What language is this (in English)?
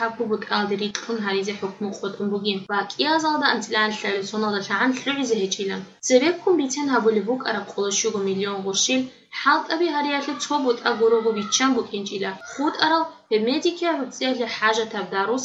Avaric